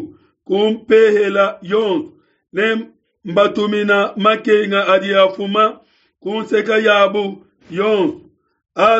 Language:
Luba-Lulua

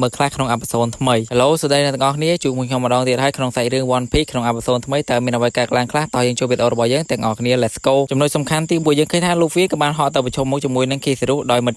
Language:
Khmer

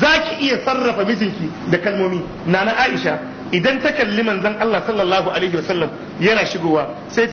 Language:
Hausa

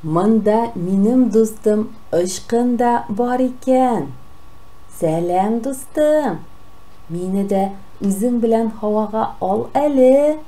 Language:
Tatar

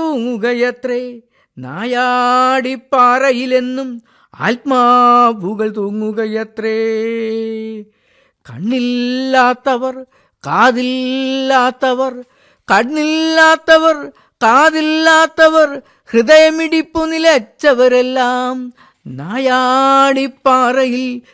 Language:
Malayalam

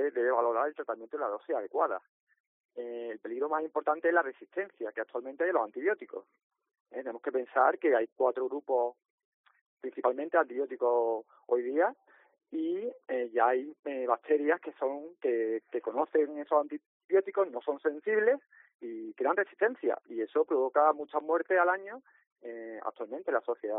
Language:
Spanish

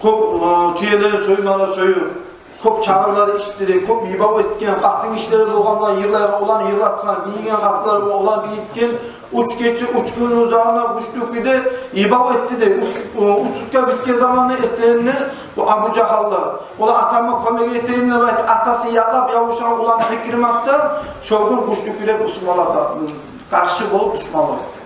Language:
Kumyk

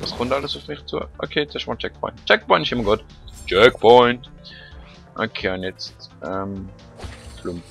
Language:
Swiss German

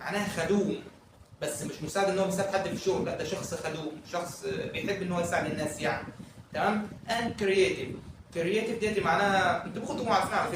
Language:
Egyptian Arabic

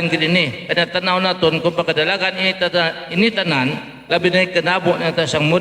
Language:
Hiligaynon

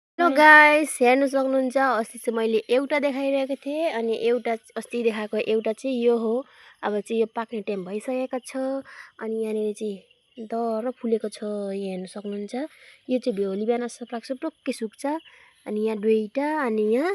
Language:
Nepali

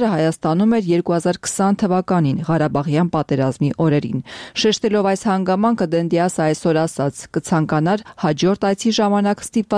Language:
Armenian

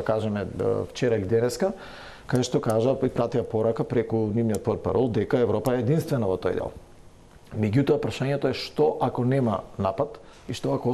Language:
Macedonian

